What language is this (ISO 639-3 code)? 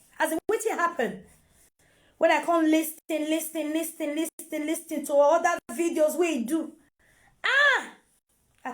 pcm